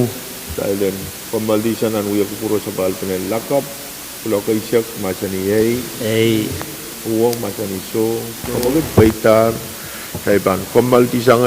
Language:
Pohnpeian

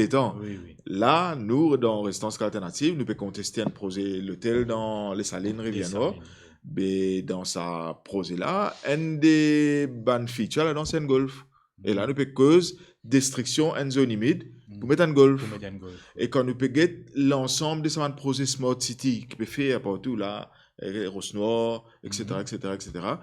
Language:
Morisyen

